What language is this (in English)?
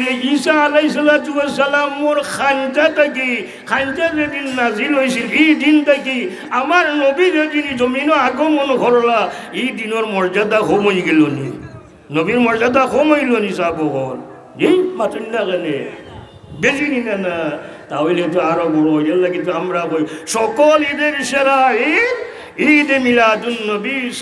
Sylheti